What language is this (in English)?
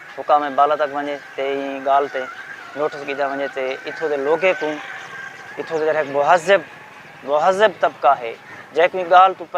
Saraiki